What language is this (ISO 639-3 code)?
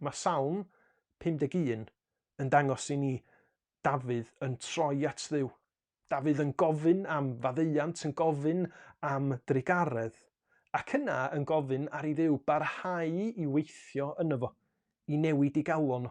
cym